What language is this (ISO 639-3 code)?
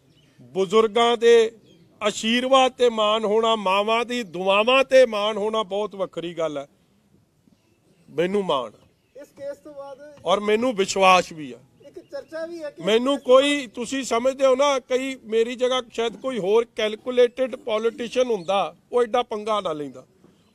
pan